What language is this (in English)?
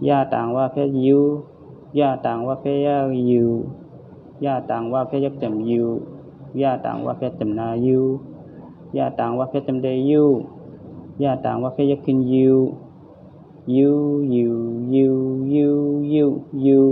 Shan